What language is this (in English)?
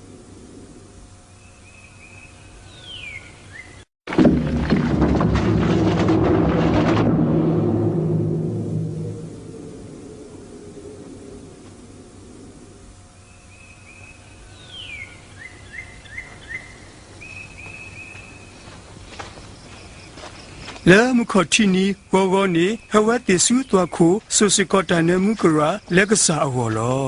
S'gaw Karen